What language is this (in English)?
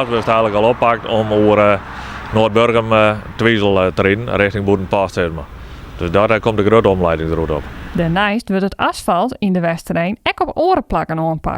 Western Frisian